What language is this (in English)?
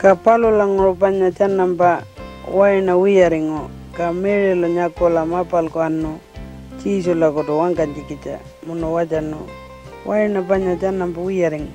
Pitjantjatjara